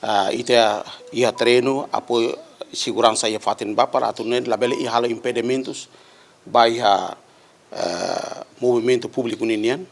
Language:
Tetum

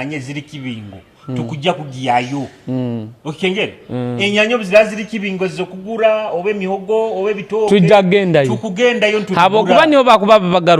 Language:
Nyoro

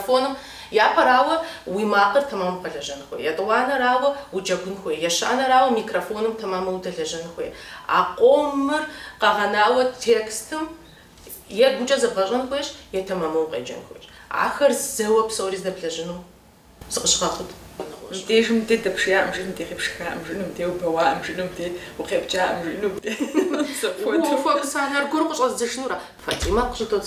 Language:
Kabardian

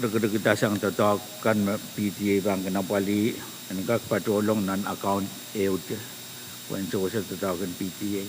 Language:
Pohnpeian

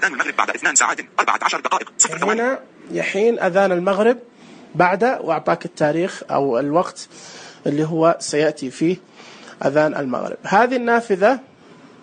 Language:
Najdi Arabic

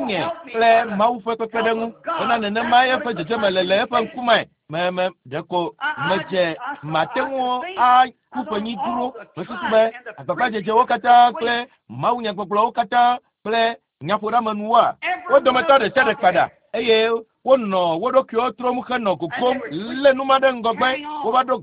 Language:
Ewe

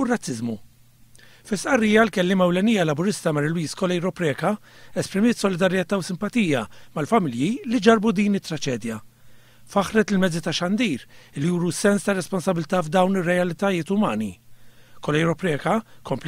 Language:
Maltese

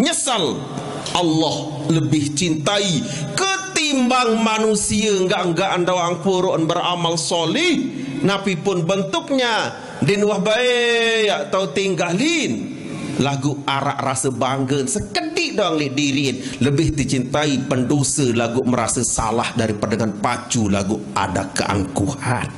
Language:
Sasak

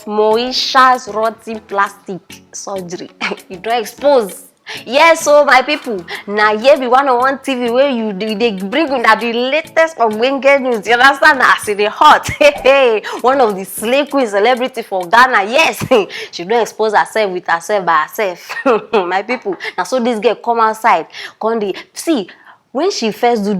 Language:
Nigerian Pidgin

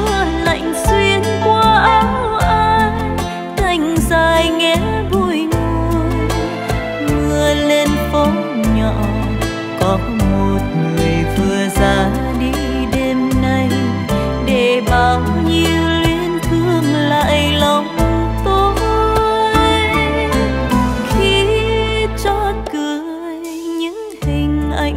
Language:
Vietnamese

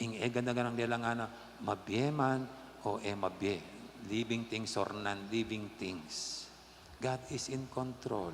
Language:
Pampanga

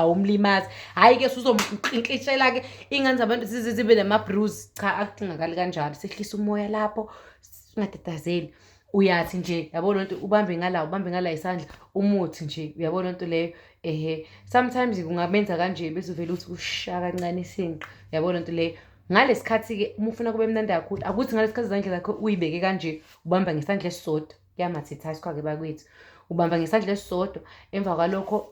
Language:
Zulu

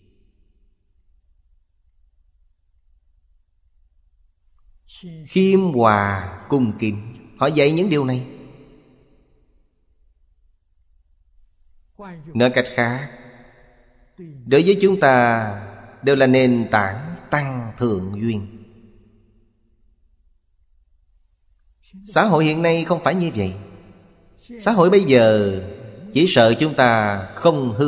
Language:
Vietnamese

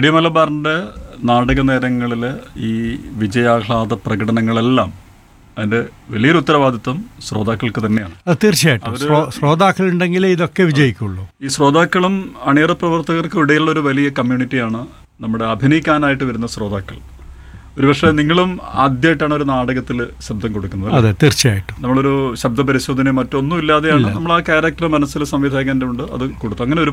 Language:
Malayalam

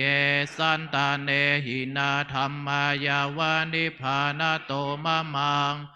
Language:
Pali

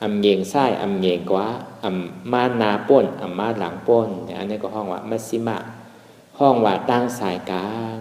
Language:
Shan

